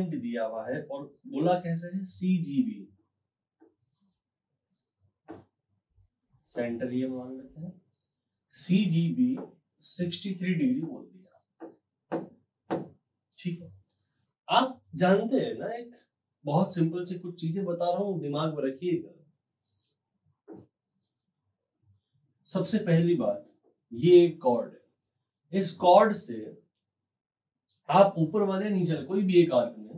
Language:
Hindi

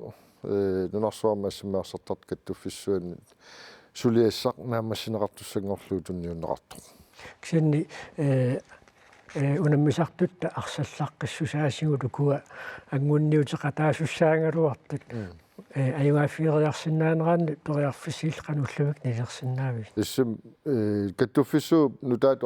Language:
Kalaallisut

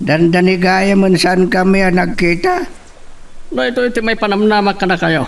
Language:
Iloko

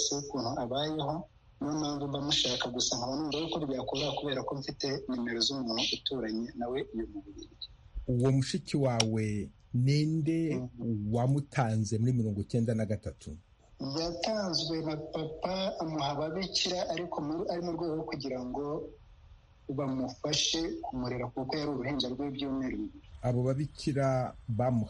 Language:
Kinyarwanda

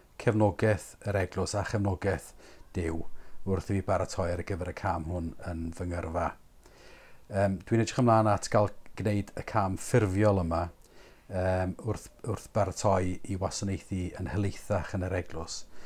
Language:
Welsh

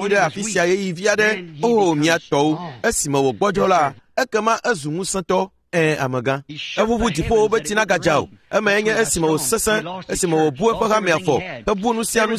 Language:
Ewe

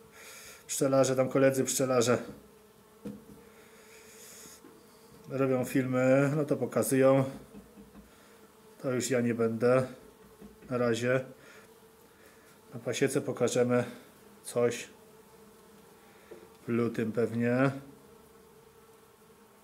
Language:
Polish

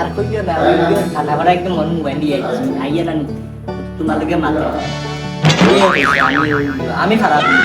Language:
Sylheti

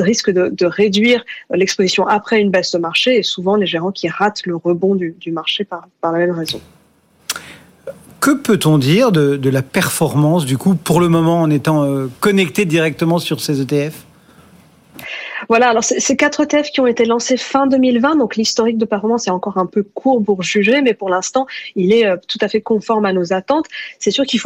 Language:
French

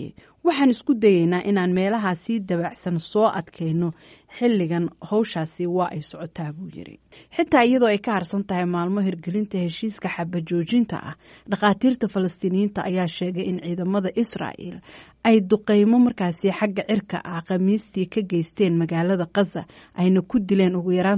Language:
Somali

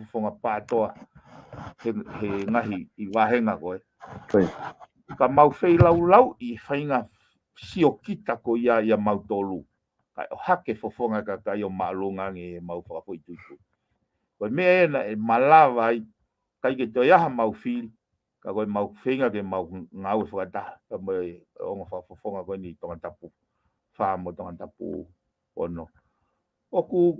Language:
Tongan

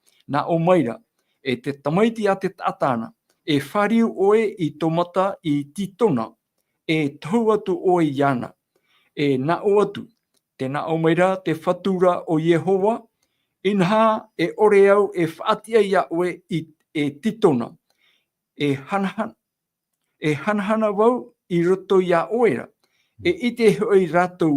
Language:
Tahitian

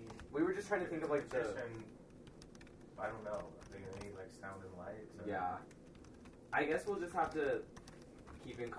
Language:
English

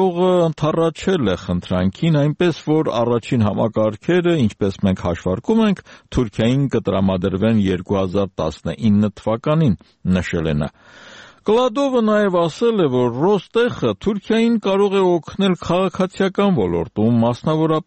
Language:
Armenian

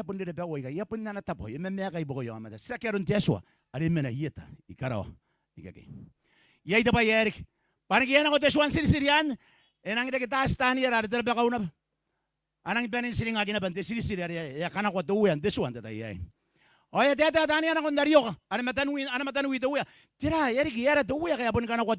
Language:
Gilbertese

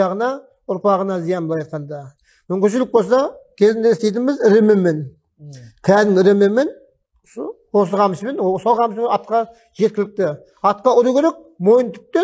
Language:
Kazakh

